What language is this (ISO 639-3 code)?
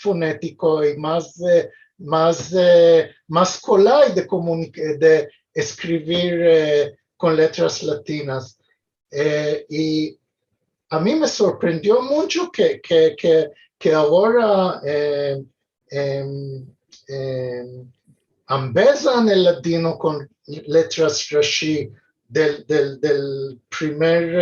lad